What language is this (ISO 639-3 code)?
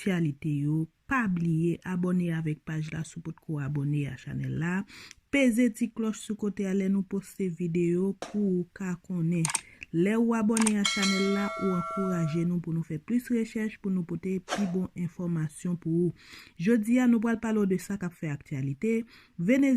hat